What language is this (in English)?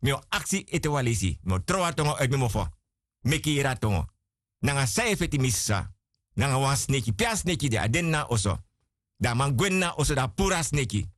Sranan Tongo